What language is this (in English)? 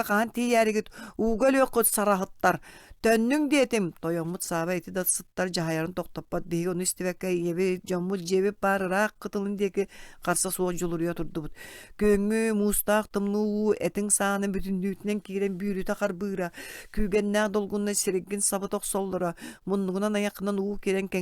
Yakut